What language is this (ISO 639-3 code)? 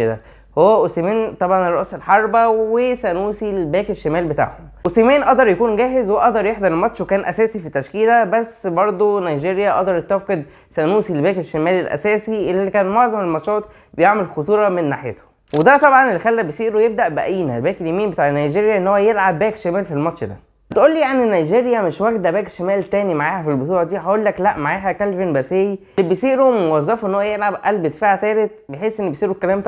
arz